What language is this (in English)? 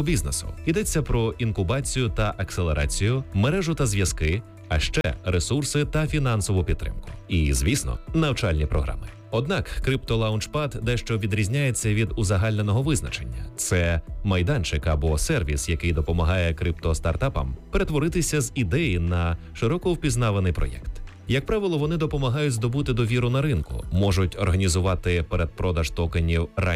Ukrainian